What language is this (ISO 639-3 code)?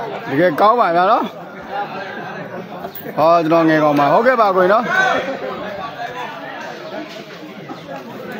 mya